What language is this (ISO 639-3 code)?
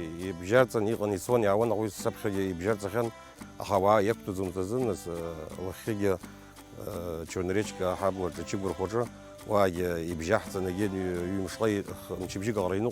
abk